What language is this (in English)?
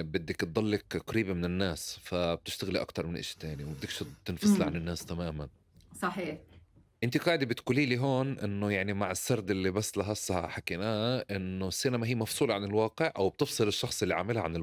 North Levantine Arabic